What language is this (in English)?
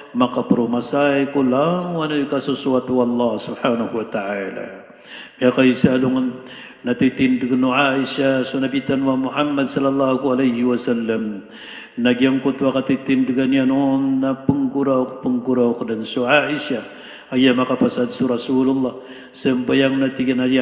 Maranao